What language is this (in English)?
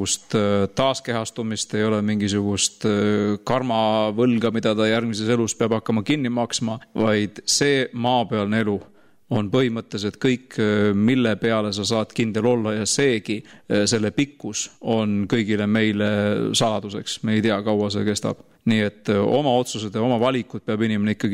Estonian